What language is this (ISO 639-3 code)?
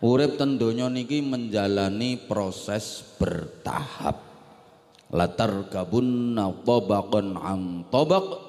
jav